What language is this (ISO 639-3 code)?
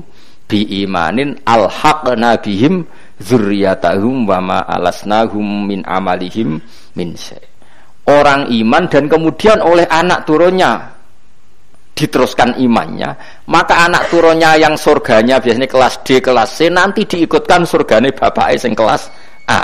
jav